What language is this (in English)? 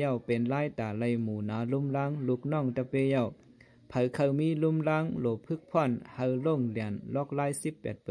Shan